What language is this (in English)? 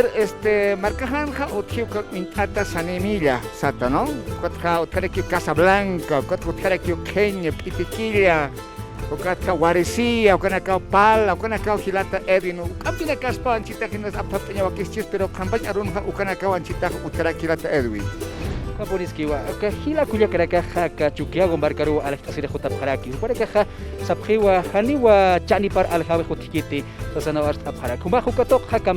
Aymara